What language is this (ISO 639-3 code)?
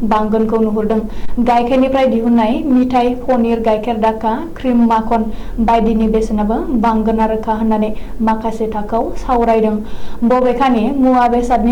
brx